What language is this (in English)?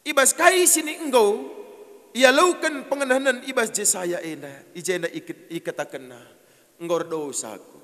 Batak Karo